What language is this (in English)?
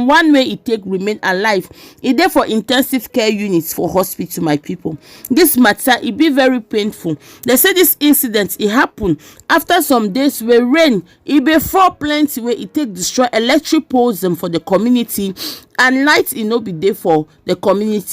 Nigerian Pidgin